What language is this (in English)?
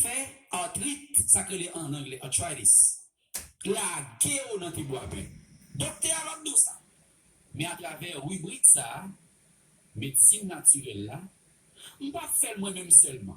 Haitian Creole